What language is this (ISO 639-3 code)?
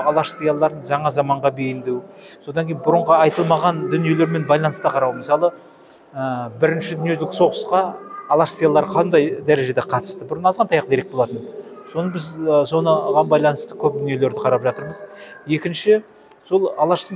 kaz